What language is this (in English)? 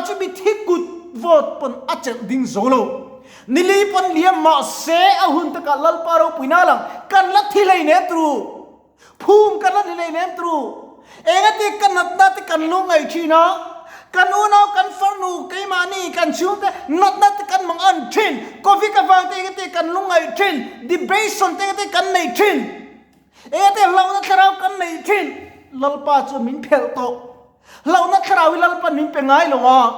Mizo